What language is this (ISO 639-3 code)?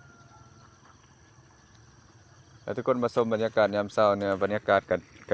lao